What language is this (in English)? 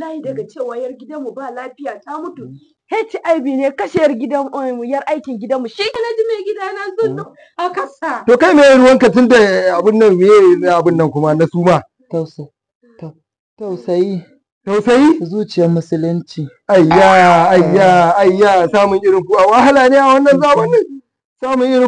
Hausa